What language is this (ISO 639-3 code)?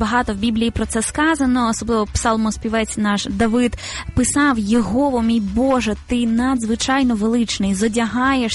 ukr